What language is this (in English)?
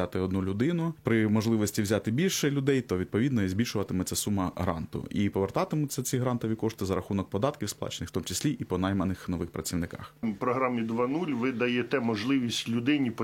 Ukrainian